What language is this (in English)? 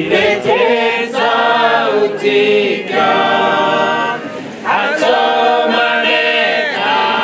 Swahili